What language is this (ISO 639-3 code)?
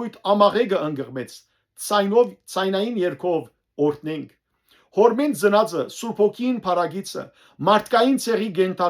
hyw